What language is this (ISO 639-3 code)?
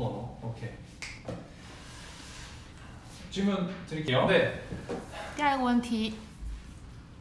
kor